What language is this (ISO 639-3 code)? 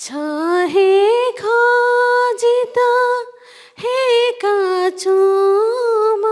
new